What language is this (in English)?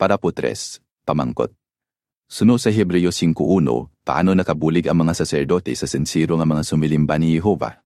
Hiligaynon